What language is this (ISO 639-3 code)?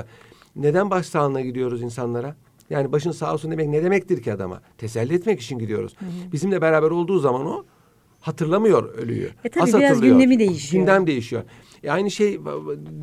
tur